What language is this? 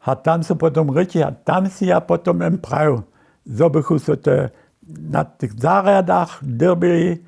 Upper Sorbian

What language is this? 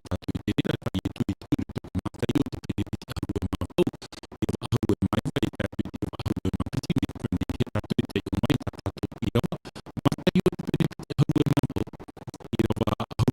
Tahitian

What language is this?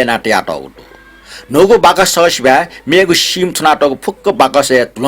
Newari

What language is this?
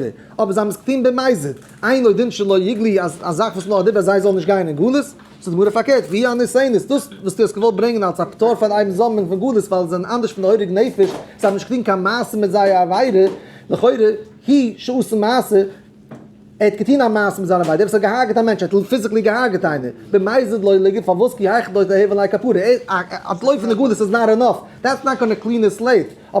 Yiddish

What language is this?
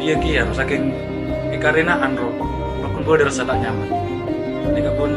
Madurese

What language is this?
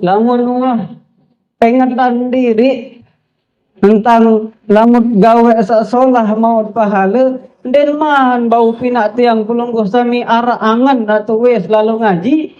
Sasak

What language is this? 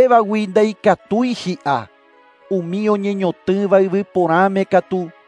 Guarani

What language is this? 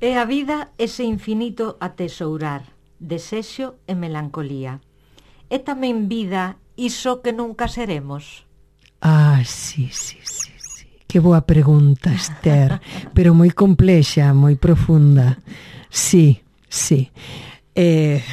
Galician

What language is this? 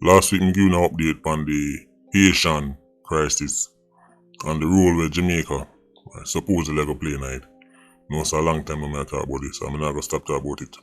Jamaican Creole English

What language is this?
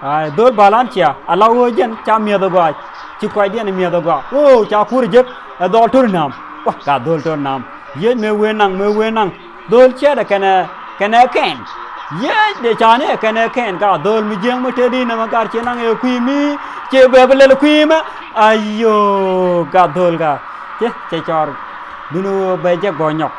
Nuer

